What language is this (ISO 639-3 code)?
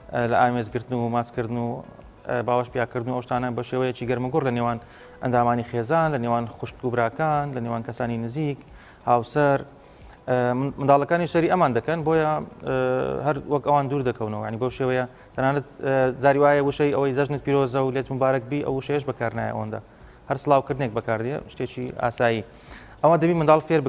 ckb